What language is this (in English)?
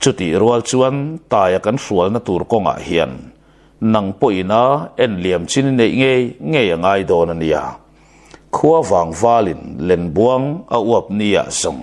Mizo